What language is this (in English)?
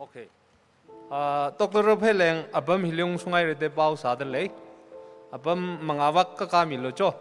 Tangkhul Naga (India)